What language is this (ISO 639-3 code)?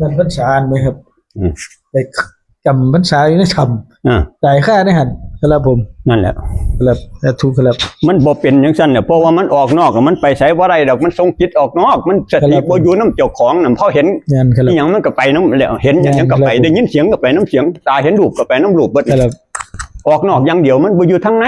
tts